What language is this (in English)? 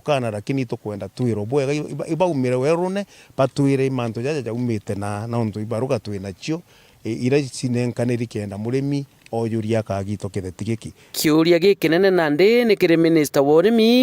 Meru